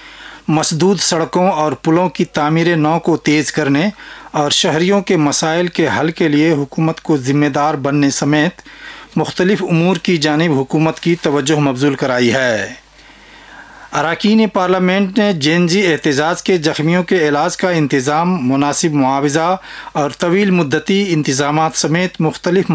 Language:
Urdu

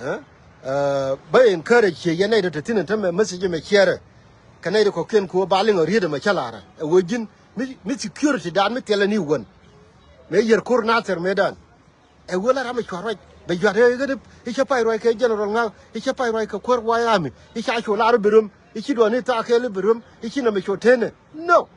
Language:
Nuer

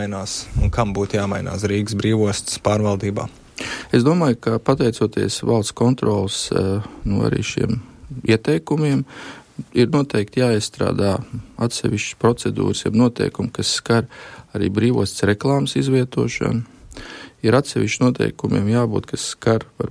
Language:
Latvian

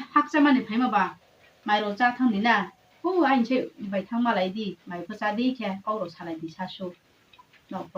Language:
Riang (India)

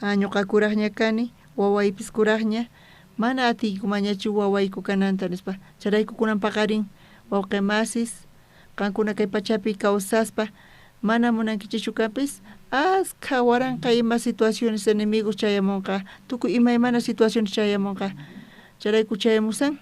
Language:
South Bolivian Quechua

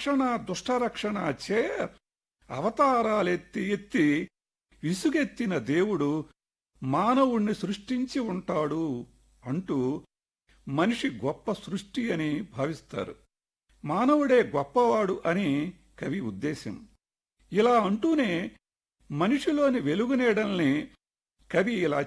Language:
Telugu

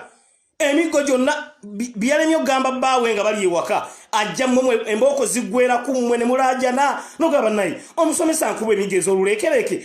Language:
Ganda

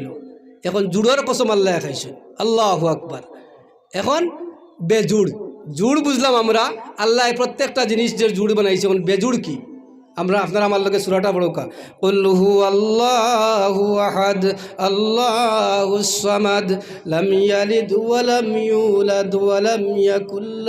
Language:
Sylheti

